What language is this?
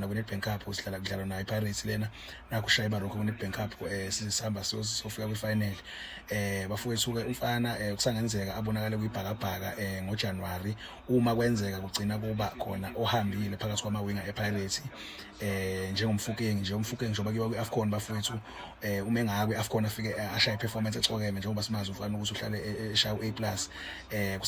Zulu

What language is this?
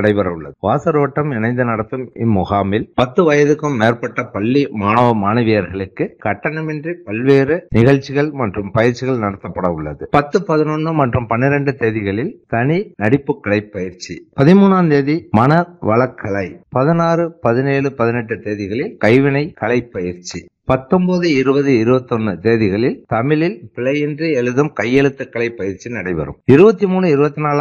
Tamil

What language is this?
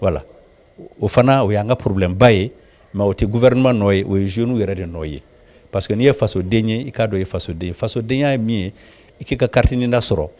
Bambara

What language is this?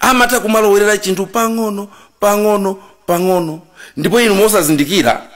Nyanja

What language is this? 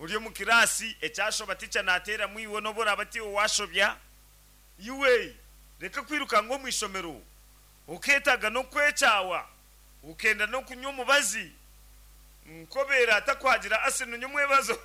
Nyankole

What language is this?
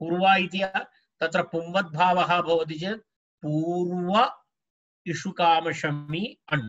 Sanskrit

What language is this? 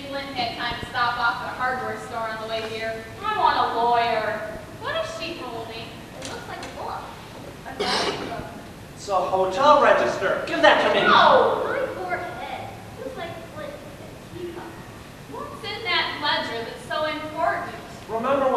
English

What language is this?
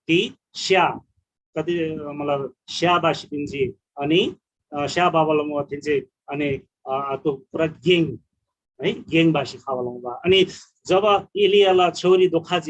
Eastern Tamang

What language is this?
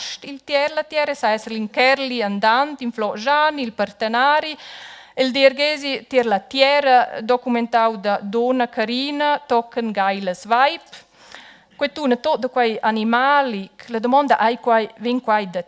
Romansh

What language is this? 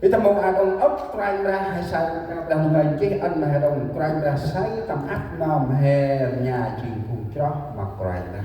Central Mnong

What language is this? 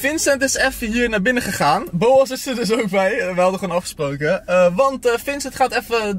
Dutch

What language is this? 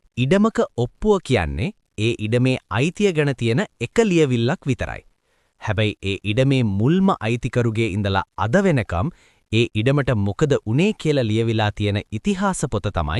Sinhala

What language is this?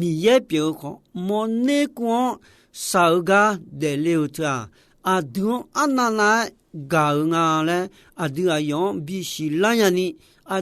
Akha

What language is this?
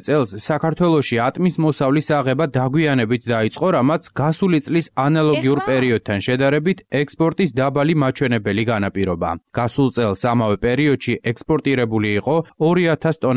Georgian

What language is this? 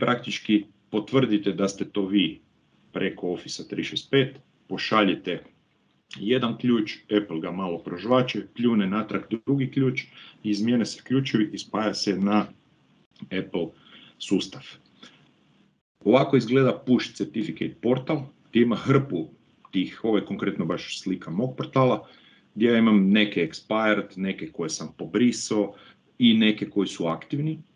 Croatian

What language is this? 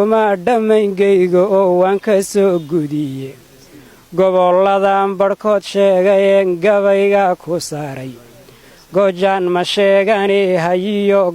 Somali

